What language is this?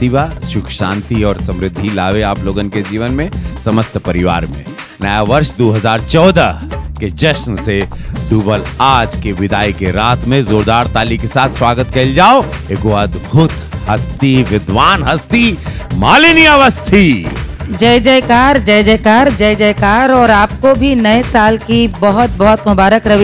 Bhojpuri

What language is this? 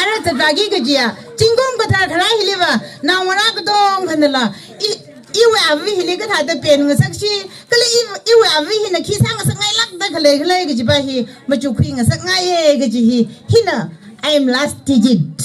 Tangkhul Naga (India)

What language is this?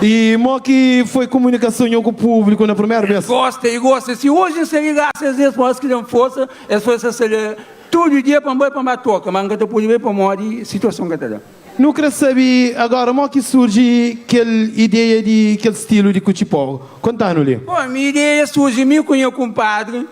Kabuverdianu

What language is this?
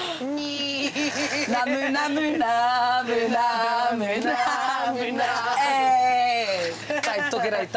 Māori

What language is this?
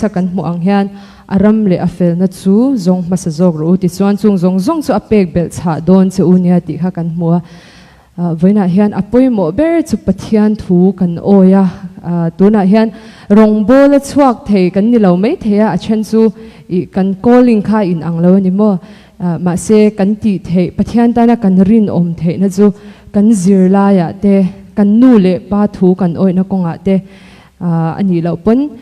Mizo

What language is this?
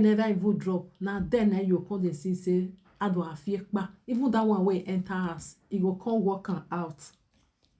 Nigerian Pidgin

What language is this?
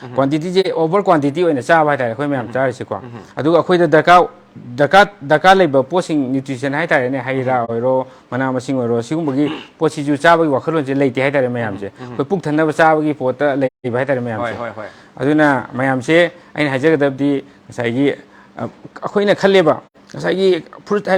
Manipuri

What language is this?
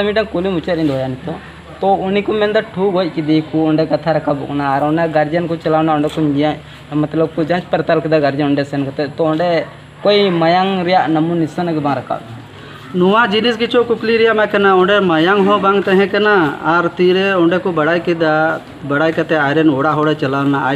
Santali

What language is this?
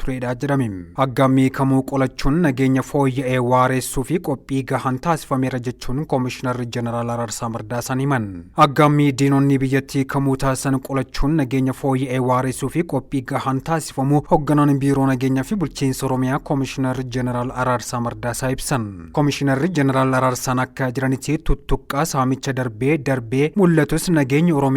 Oromo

